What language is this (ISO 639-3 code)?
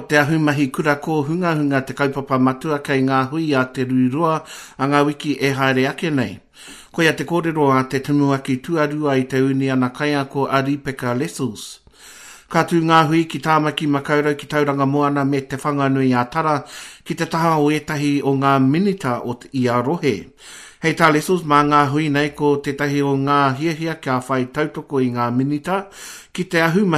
mri